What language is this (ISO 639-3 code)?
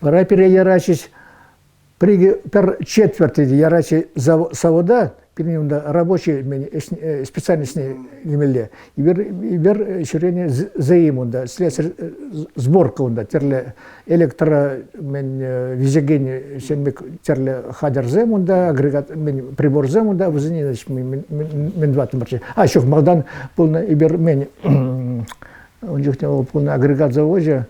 chv